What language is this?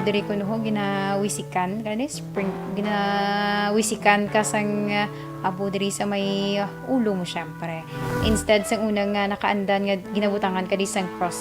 Hiligaynon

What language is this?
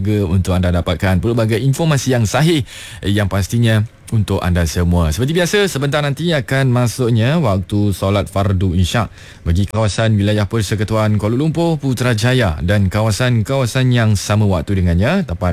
Malay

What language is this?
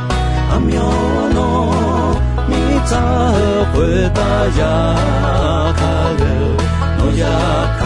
Akha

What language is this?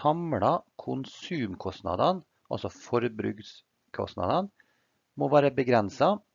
Norwegian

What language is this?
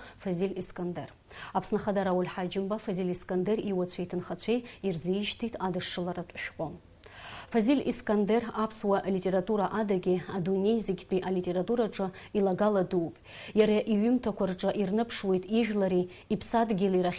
Abkhazian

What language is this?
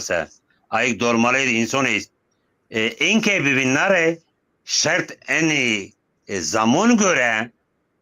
Zaza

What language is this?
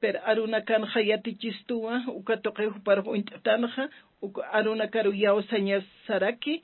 Aymara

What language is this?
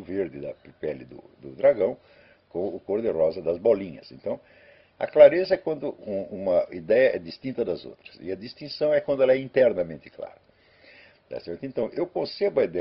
Portuguese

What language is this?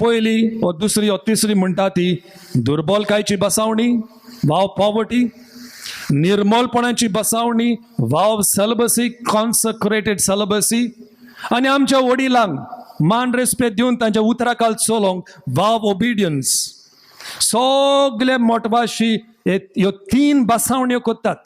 Konkani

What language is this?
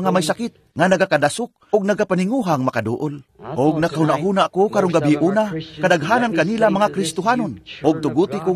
Cebuano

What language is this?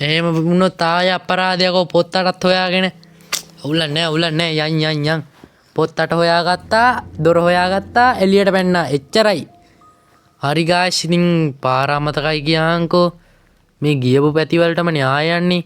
Sinhala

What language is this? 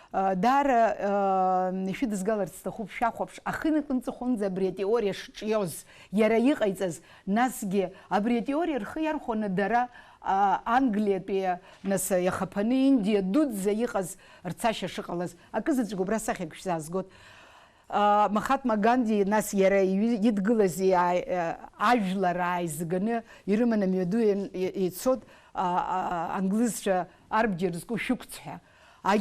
Abkhazian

